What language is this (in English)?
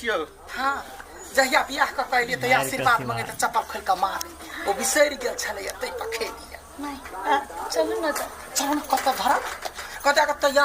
Maithili